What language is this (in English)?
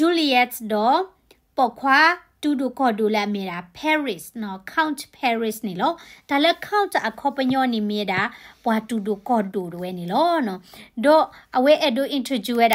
S'gaw Karen